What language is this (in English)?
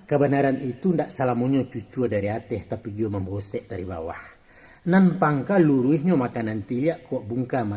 Minangkabau